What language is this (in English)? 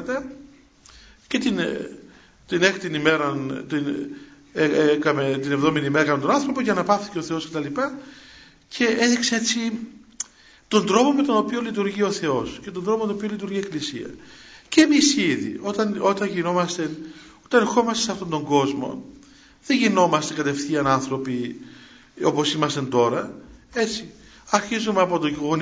Greek